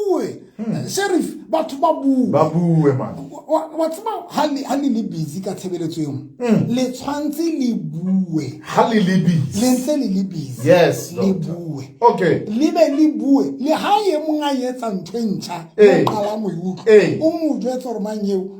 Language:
Southern Sotho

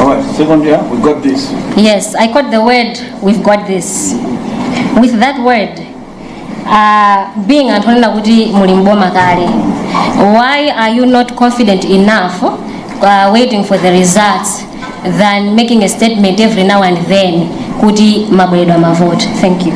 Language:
Nyanja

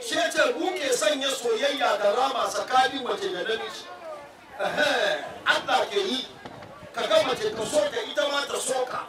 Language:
Hausa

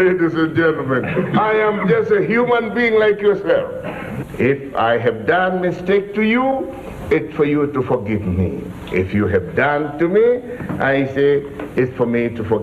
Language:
Gusii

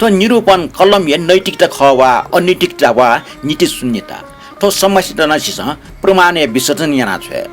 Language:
Newari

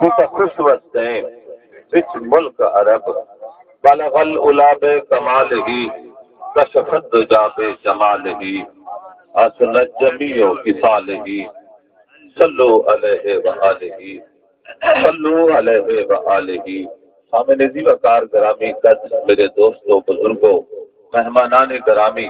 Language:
Saraiki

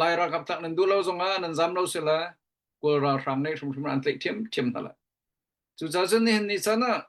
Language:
Hakha Chin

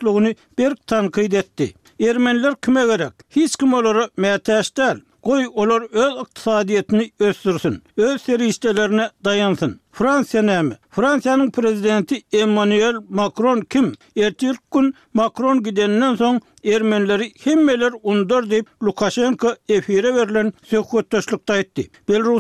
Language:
Turkmen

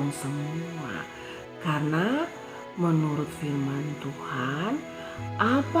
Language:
Kupang Malay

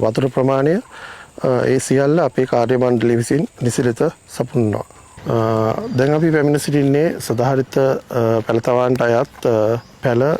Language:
Sinhala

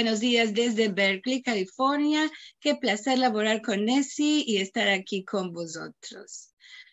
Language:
Ladino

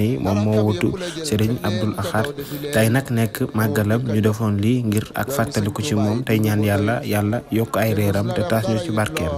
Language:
Wolof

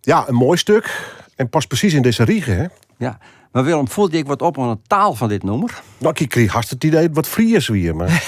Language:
Western Frisian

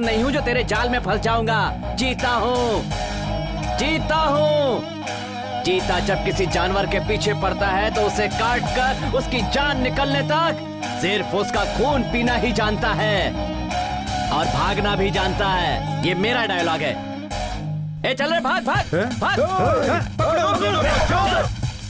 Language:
Hindi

